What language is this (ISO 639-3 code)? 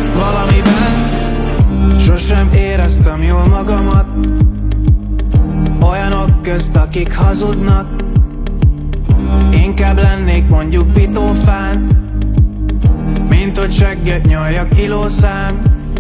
hun